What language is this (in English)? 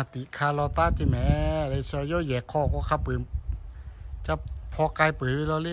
Lahu